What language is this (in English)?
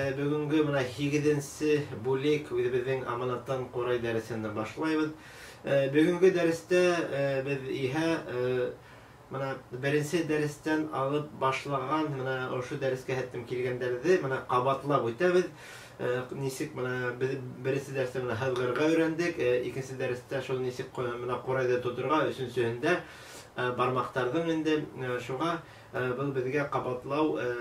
Bashkir